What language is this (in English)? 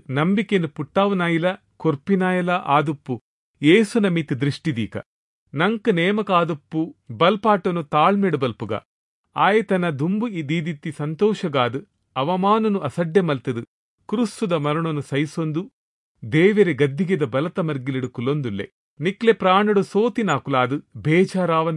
Tulu